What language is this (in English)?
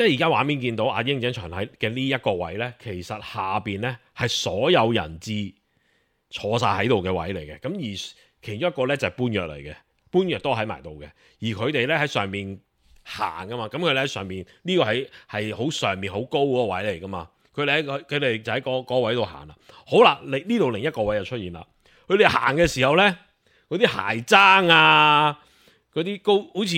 Cantonese